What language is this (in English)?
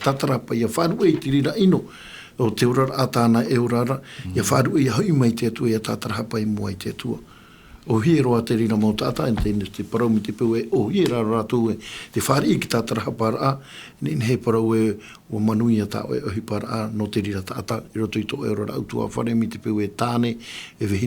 Tahitian